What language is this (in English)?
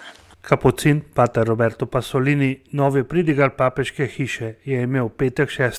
Slovenian